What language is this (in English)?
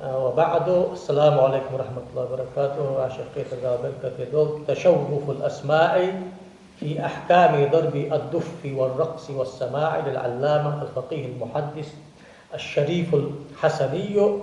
Ingush